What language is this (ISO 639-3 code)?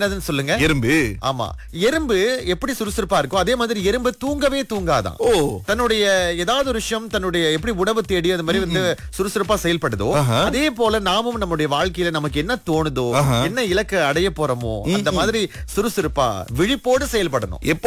tam